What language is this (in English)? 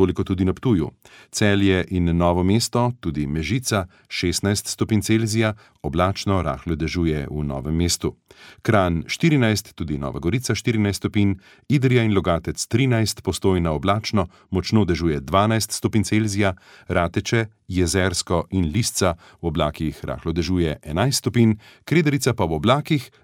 Slovenian